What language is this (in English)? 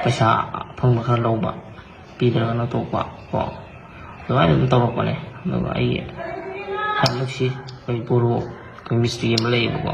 Manipuri